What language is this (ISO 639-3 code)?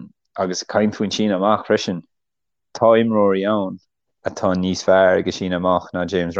gle